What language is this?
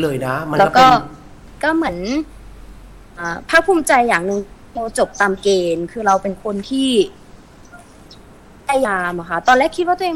Thai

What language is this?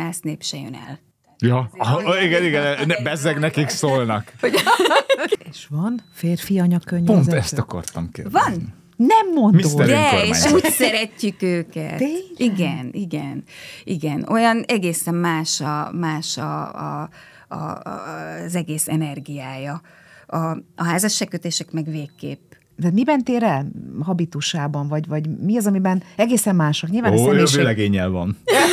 Hungarian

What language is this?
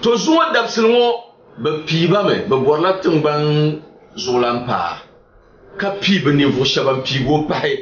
Dagbani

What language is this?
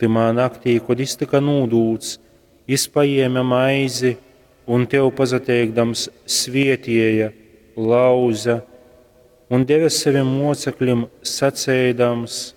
Latgalian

